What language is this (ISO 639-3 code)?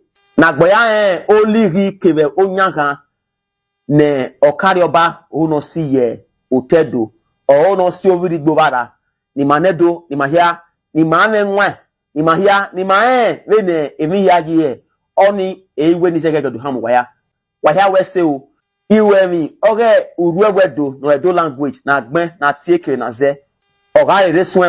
bin